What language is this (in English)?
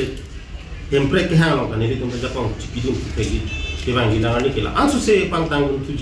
Karbi